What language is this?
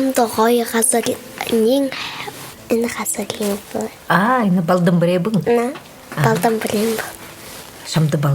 Buriat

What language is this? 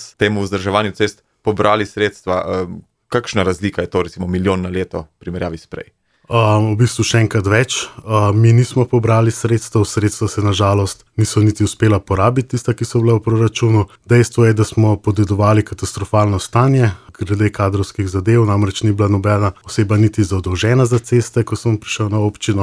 Slovenian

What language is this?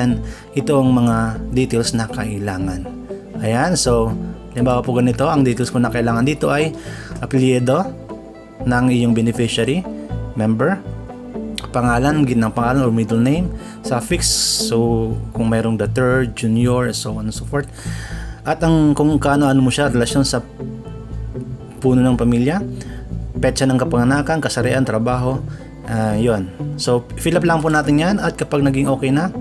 Filipino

